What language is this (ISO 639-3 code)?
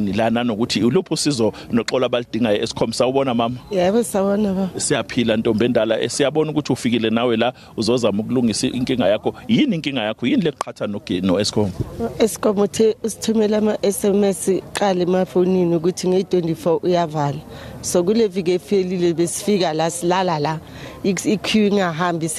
zul